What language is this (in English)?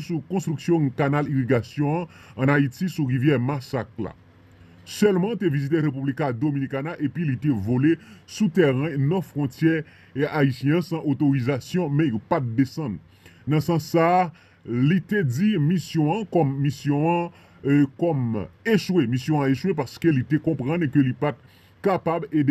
Haitian Creole